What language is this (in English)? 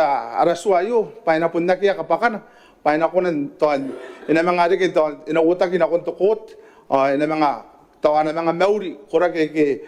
Gilbertese